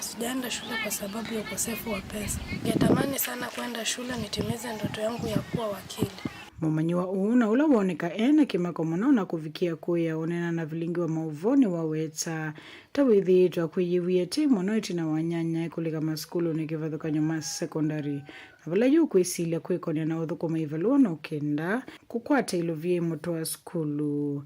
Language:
Kamba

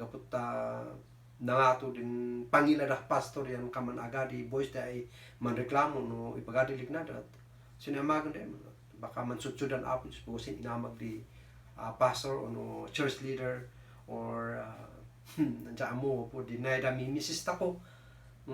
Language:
Kankanaey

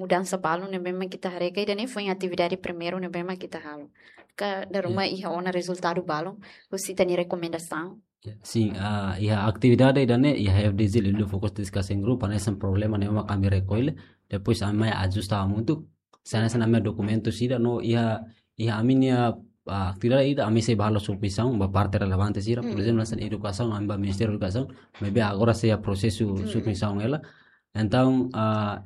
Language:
Tetum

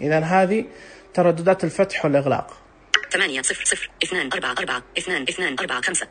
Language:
Najdi Arabic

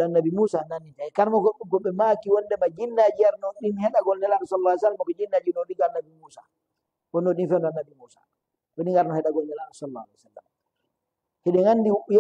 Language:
Fula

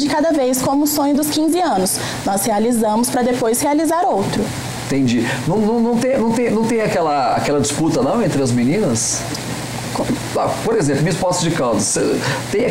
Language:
Portuguese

